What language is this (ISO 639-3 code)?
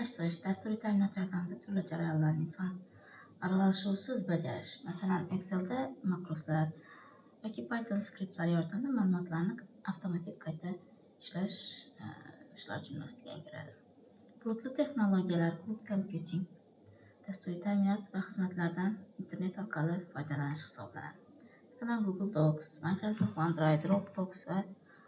uzb